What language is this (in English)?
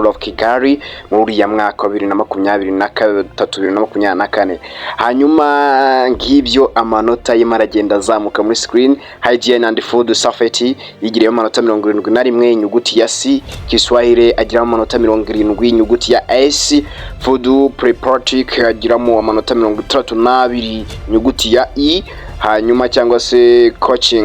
Kinyarwanda